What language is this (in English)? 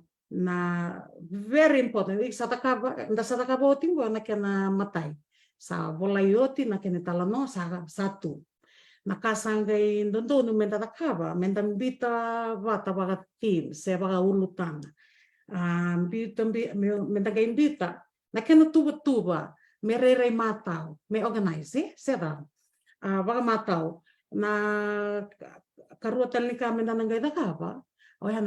Fijian